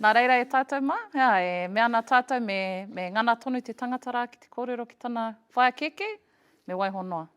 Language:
Māori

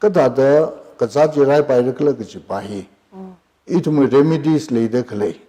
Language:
Tangkhul Naga (India)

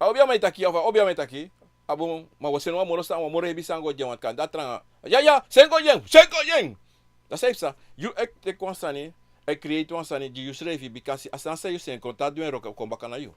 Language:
Sranan Tongo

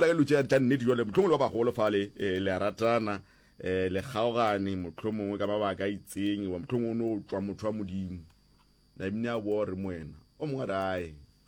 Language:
Northern Sotho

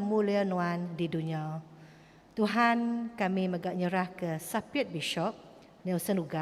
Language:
Iban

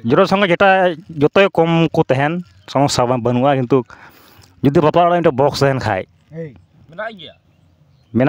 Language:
Santali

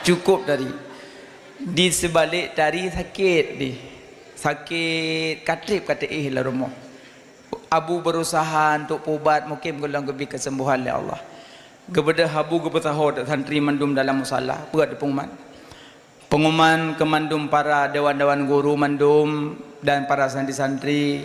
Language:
Achinese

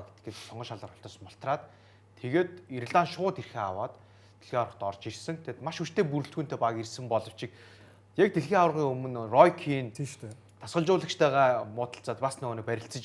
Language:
Mongolian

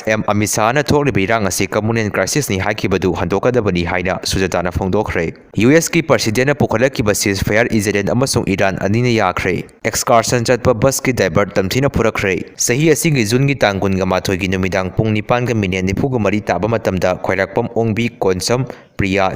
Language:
Manipuri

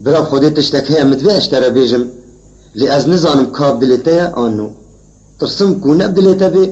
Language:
Kurdish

